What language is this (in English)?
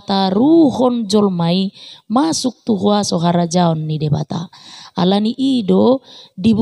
Batak Toba